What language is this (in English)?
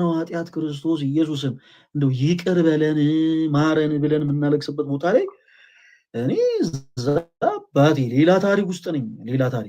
Amharic